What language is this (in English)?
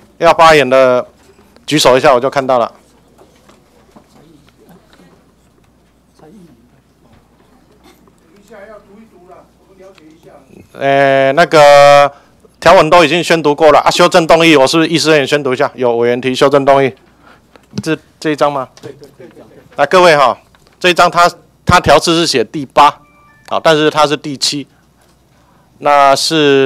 Chinese